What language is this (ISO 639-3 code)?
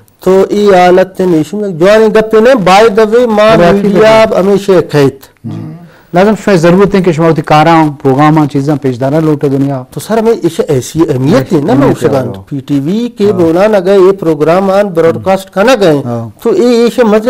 bgp